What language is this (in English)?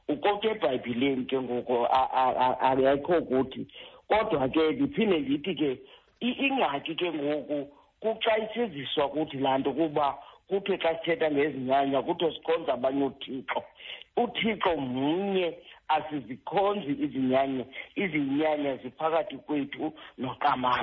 Xhosa